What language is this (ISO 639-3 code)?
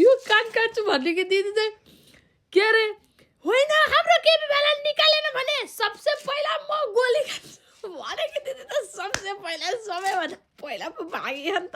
nep